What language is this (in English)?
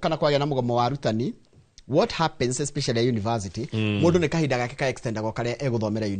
Kikuyu